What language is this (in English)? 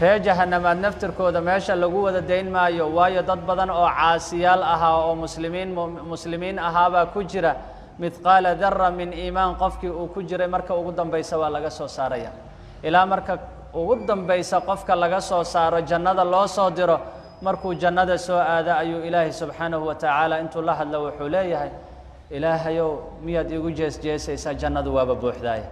Somali